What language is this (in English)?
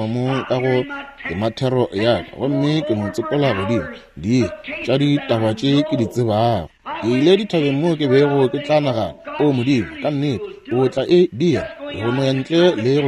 Northern Sotho